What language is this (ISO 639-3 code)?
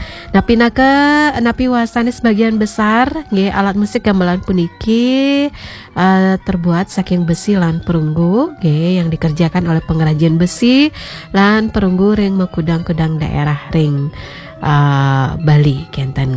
ban